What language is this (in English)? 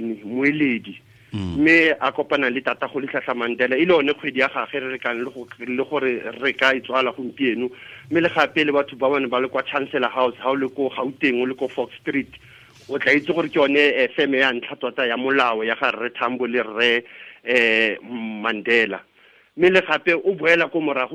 Tswana